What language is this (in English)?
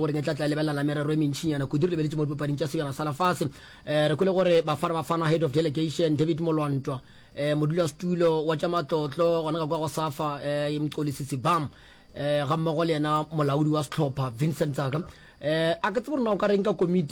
Northern Sotho